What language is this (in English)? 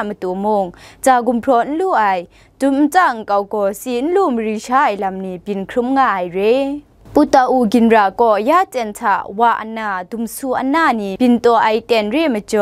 Kachin